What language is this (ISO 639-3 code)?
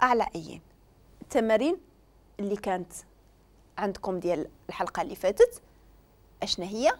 ary